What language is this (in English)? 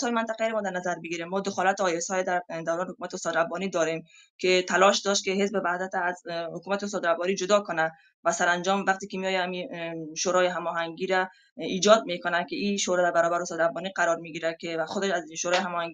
Persian